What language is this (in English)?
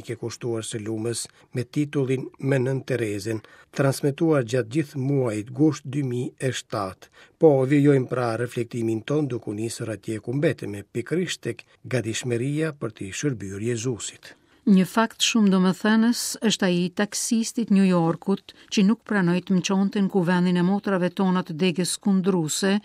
Albanian